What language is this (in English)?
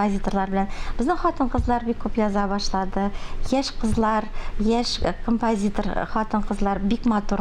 Tatar